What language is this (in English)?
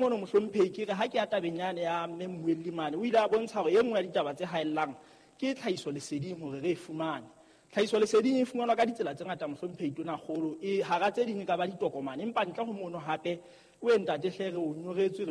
Southern Sotho